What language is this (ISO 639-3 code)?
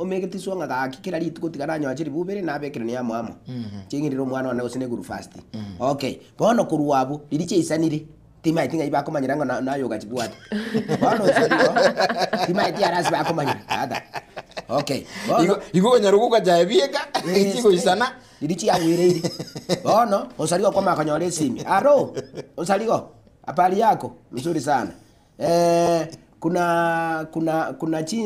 guz